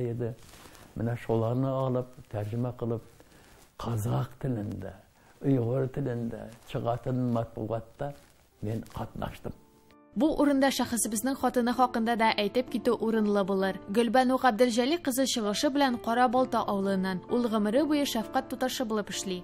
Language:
Tatar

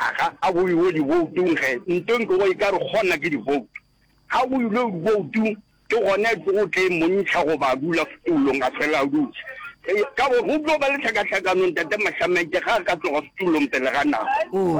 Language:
Northern Sotho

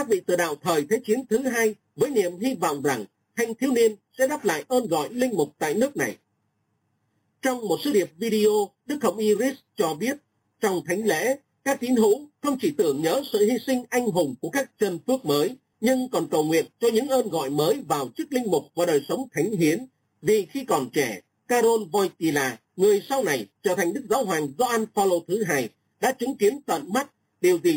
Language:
Vietnamese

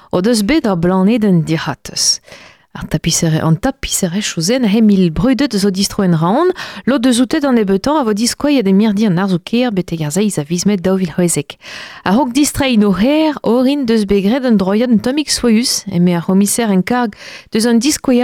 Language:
Breton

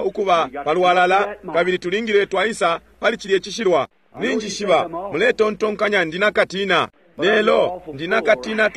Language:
Bemba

